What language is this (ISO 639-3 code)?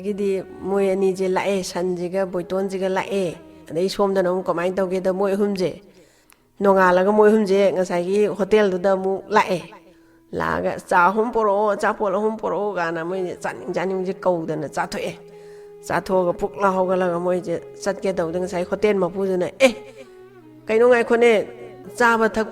mni